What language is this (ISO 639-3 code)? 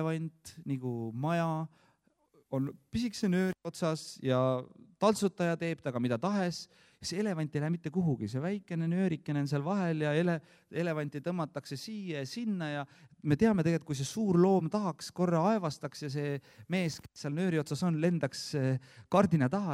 est